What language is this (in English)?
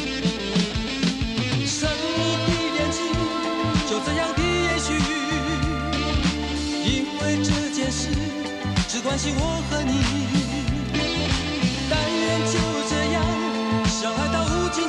Chinese